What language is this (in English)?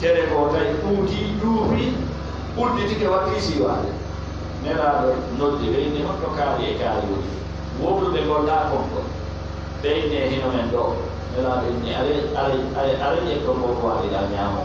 Fula